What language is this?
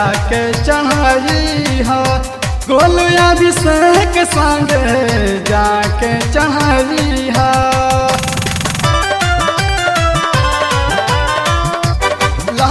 Bhojpuri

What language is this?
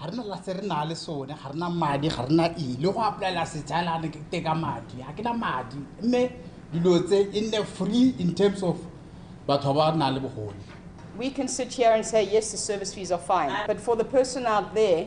Tswana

